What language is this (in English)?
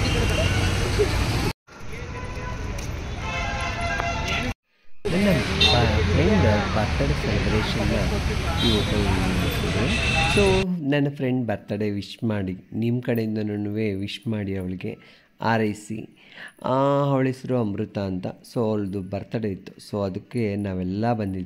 Kannada